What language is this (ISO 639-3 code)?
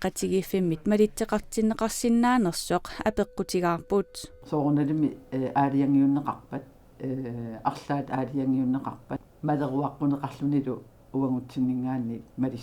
kal